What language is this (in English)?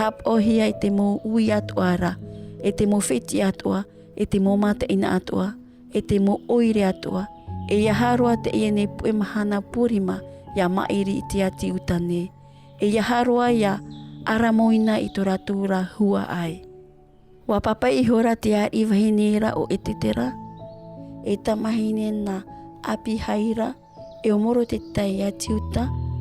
Tahitian